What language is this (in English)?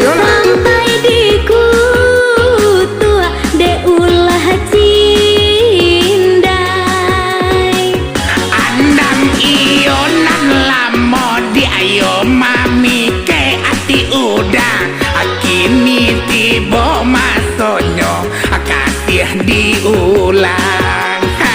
Minangkabau